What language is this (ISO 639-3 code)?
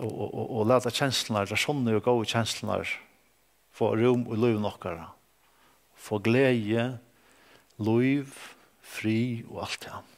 fao